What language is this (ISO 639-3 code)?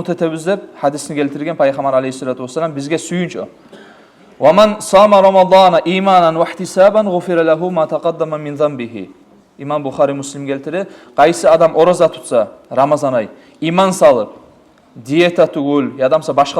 kum